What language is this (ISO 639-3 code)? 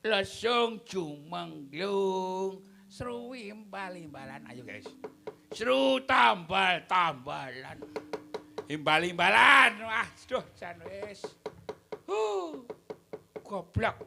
jav